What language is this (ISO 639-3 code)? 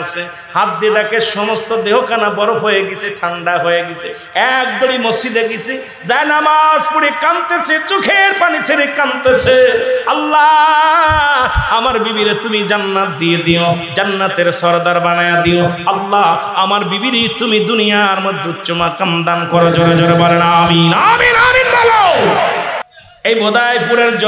ben